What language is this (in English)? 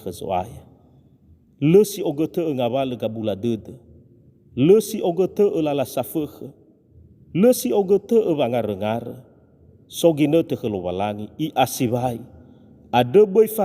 Nias